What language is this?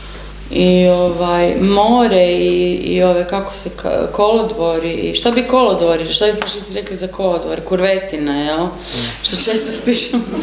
Croatian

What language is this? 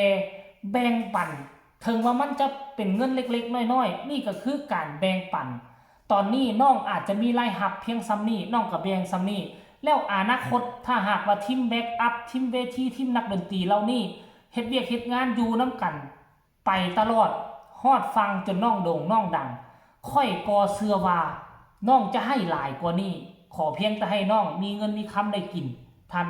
Northeastern Thai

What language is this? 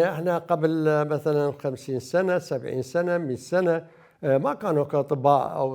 Mesopotamian Arabic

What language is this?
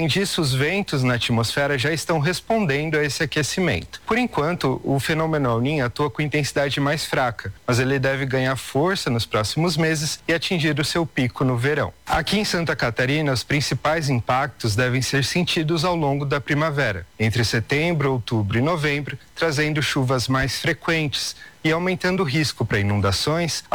Portuguese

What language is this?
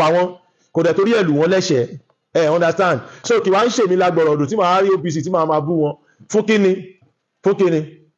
Yoruba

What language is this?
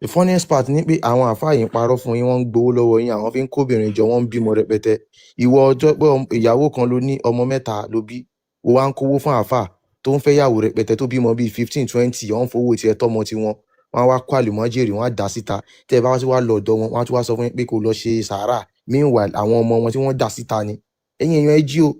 Yoruba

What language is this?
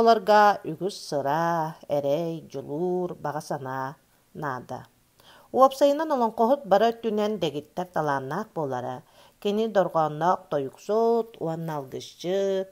Yakut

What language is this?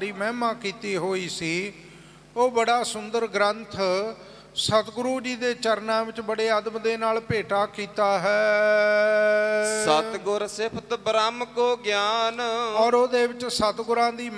Punjabi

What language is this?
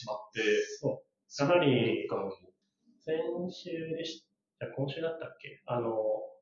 Japanese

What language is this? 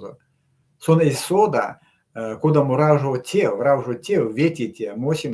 Erzya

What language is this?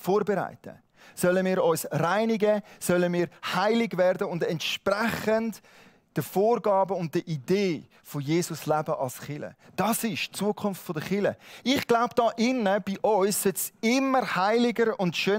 Swiss German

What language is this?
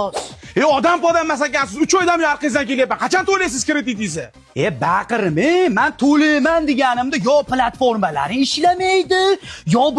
Uzbek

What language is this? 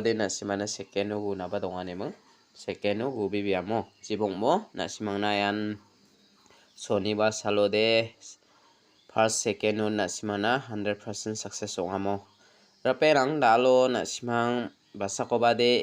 Garo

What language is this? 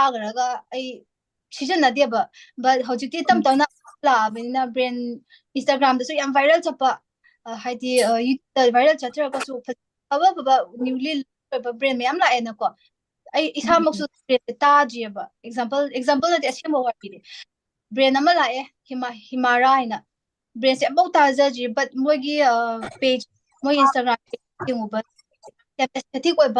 Manipuri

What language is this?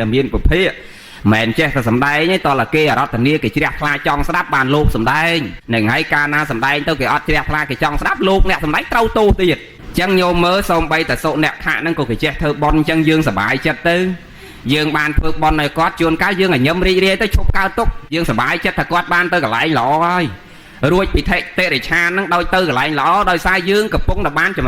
Khmer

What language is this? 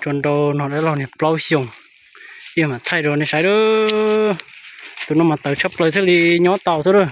Hmong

